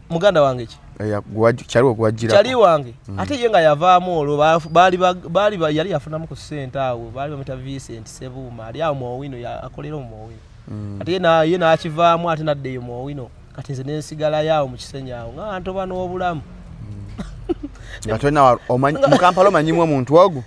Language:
Ganda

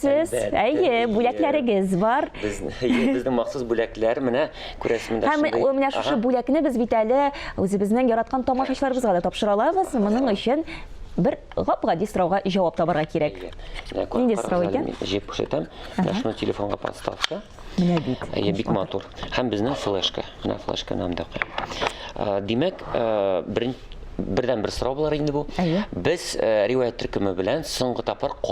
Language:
Tatar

